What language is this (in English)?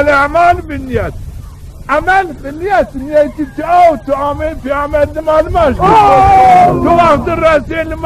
Zaza